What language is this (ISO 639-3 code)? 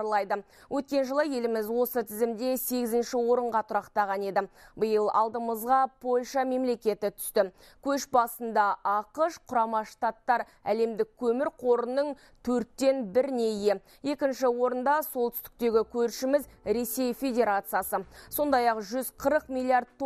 kaz